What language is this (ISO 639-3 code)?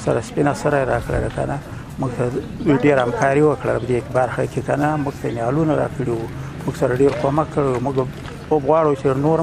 pus